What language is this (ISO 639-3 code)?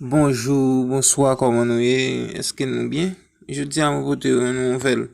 hat